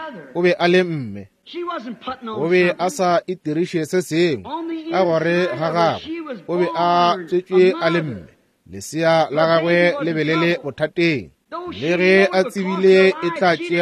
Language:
Northern Sotho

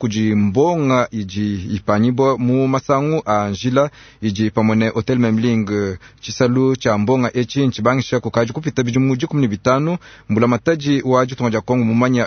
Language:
Luba-Lulua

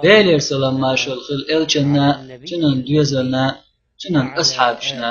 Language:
Chechen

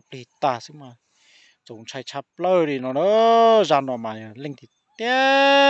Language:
Hmong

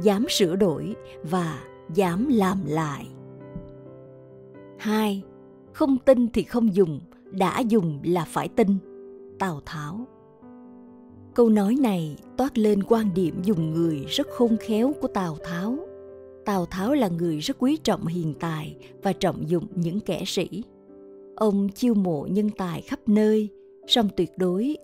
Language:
Vietnamese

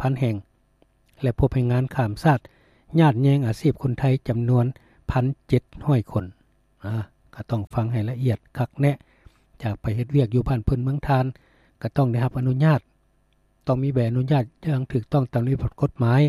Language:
Lao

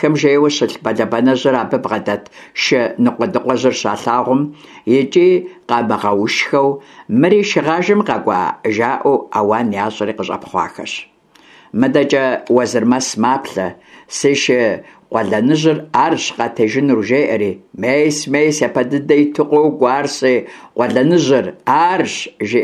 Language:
Kabardian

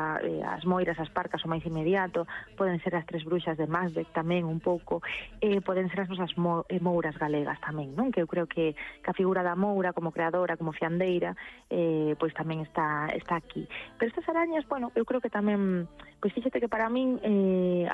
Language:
Galician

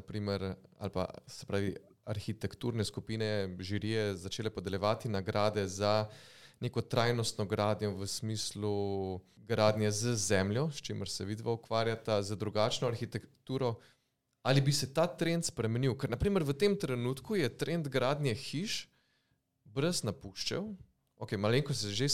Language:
Slovenian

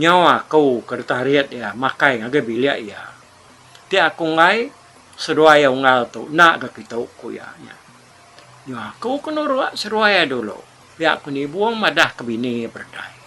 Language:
Iban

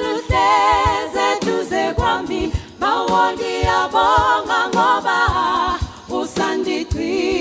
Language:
Southern Sotho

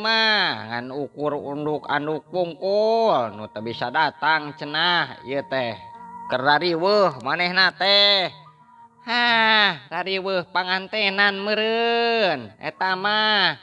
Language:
Sundanese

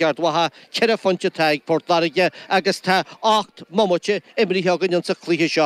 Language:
Irish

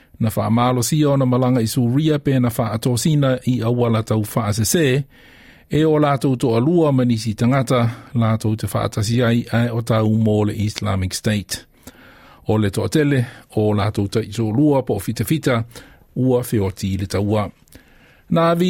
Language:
Samoan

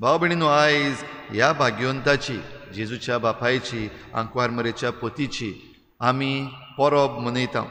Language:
Konkani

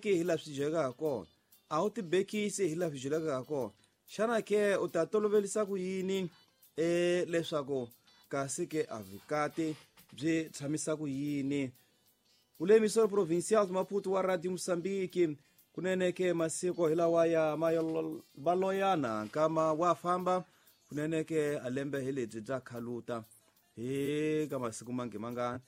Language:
Tsonga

